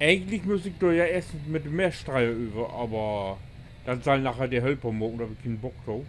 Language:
Low German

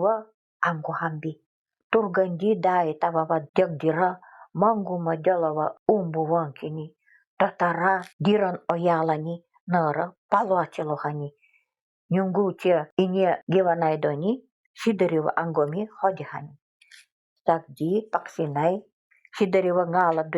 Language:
Nanai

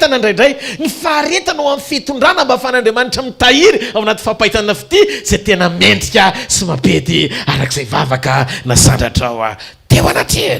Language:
Malagasy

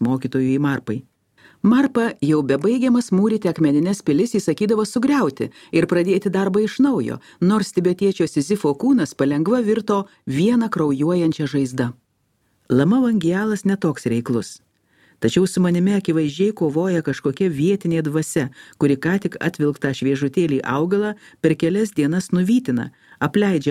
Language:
Lithuanian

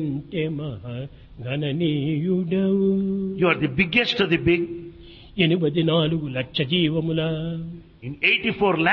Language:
Telugu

